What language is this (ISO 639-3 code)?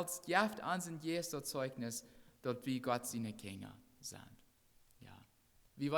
pdt